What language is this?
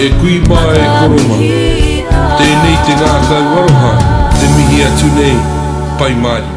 Māori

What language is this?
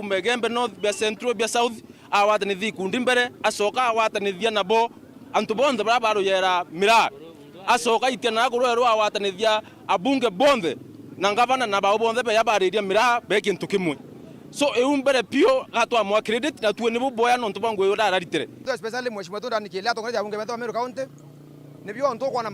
Meru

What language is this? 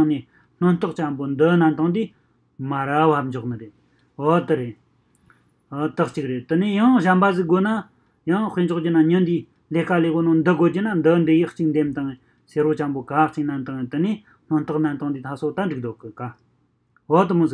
Tibetan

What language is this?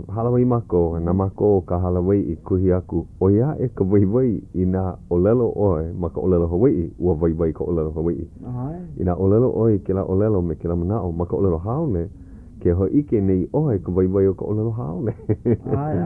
Hawaiian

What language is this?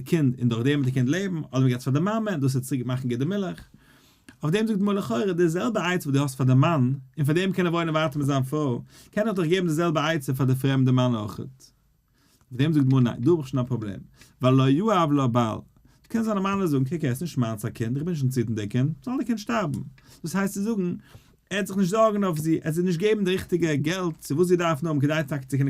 Yiddish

